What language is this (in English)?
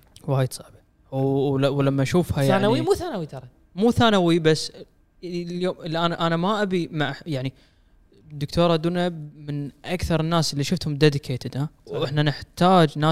Gulf Arabic